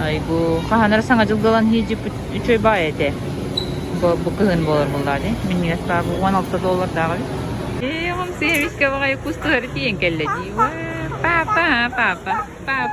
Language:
Yakut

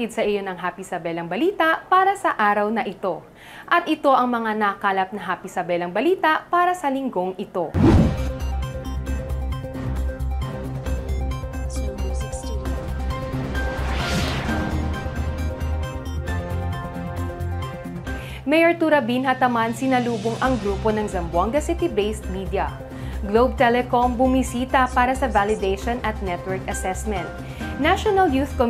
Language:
Filipino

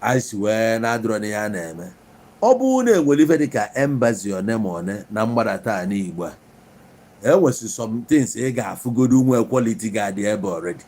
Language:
Igbo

